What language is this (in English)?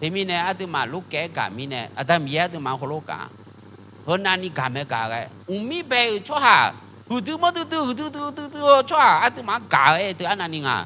Akha